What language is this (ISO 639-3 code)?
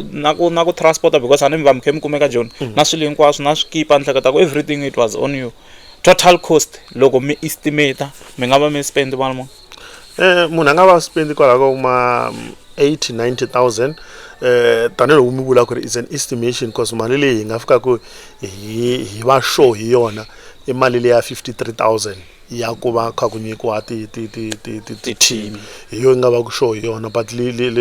tso